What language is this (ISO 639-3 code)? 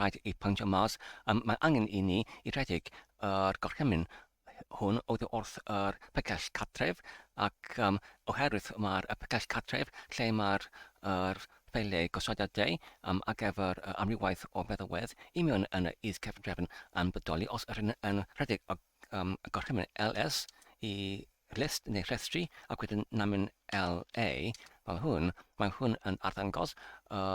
cym